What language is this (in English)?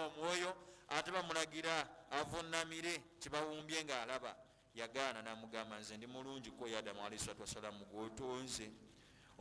Ganda